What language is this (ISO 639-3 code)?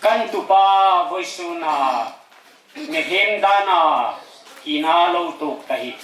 hmr